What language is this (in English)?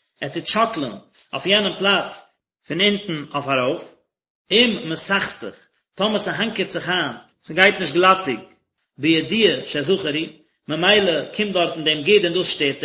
Yiddish